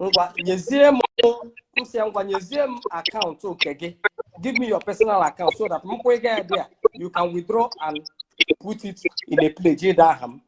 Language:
Igbo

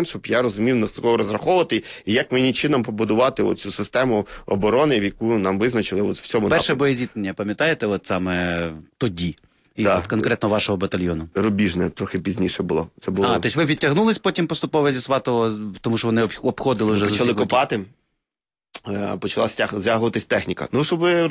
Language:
Ukrainian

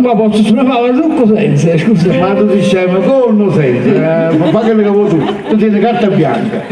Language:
Neapolitan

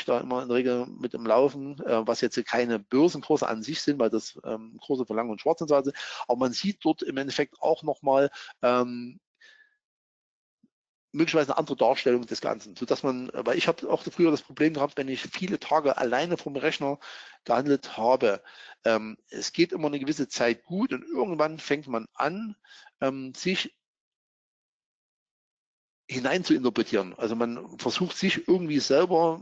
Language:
German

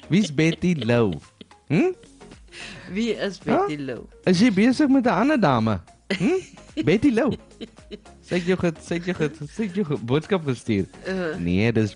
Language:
Afrikaans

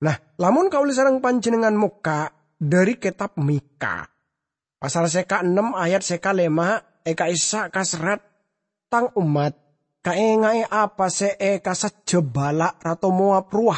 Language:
Madurese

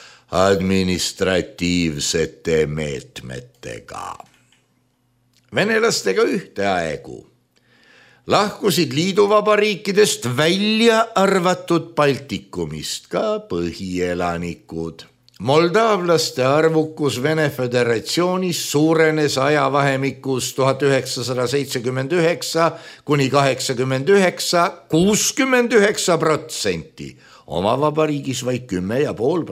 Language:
Estonian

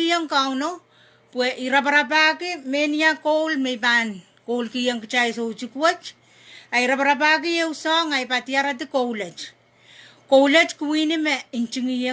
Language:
Pohnpeian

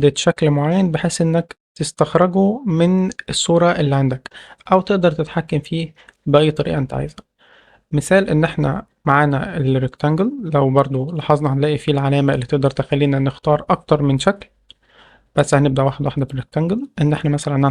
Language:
Egyptian Arabic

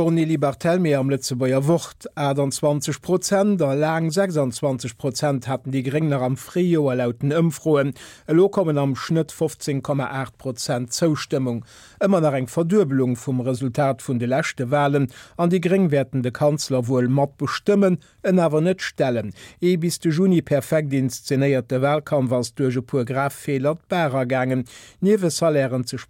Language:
Luxembourgish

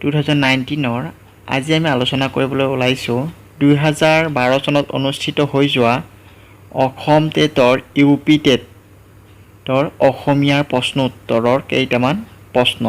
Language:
Assamese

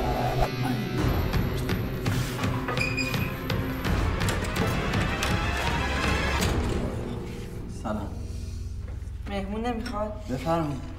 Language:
Persian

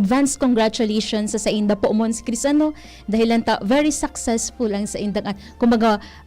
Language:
Bikol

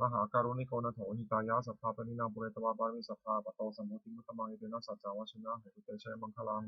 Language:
Pali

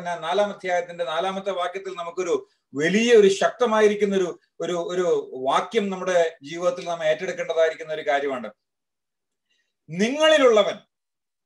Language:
Malayalam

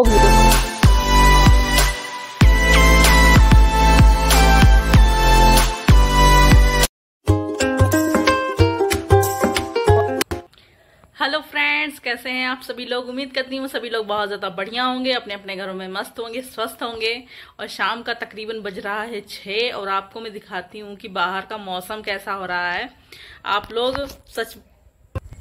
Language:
Hindi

